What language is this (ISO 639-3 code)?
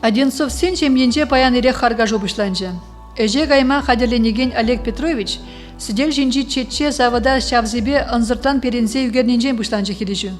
chv